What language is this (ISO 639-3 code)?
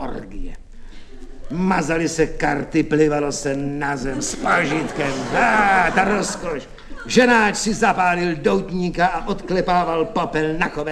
ces